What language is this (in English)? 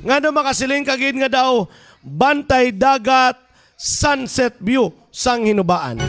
Hiligaynon